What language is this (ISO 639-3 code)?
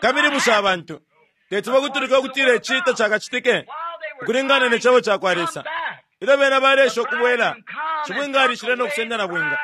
bem